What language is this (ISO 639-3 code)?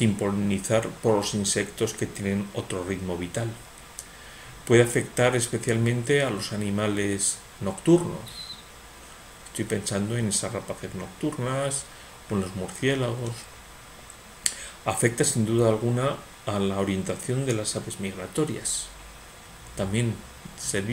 spa